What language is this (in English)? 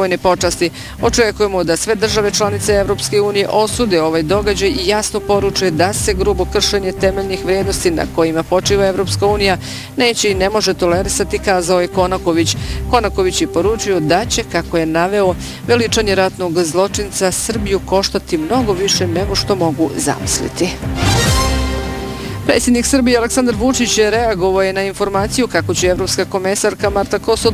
Bosnian